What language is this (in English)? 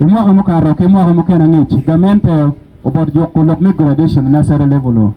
Acoli